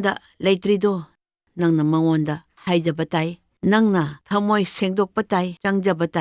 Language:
Manipuri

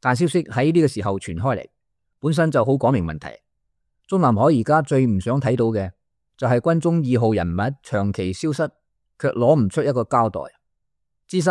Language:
Cantonese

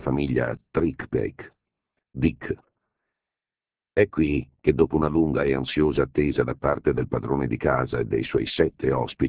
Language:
Italian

